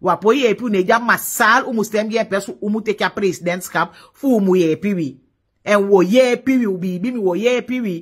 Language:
Sranan Tongo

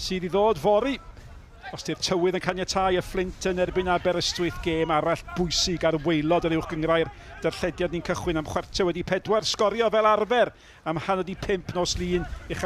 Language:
Welsh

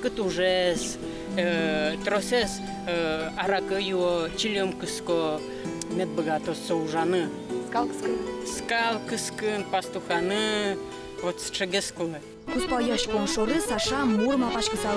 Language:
Udmurt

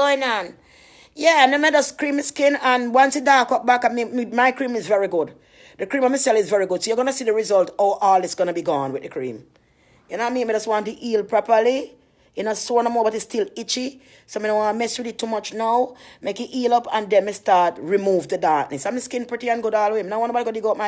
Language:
Jamaican Creole English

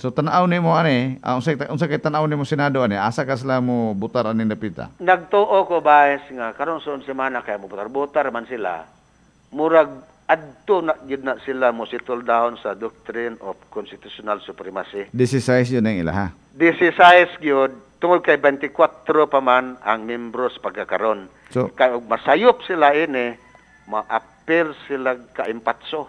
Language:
Cebuano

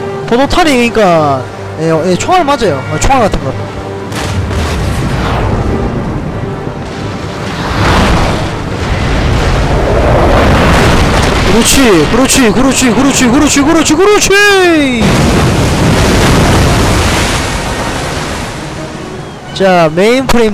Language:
Korean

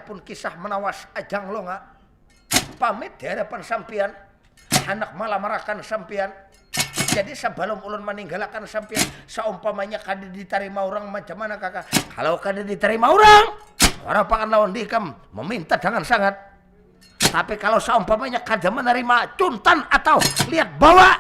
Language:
Banjar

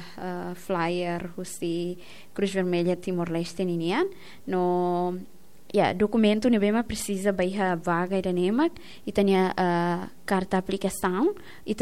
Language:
Tetum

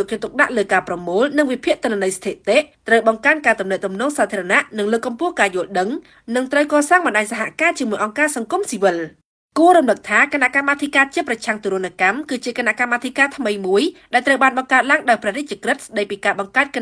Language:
Khmer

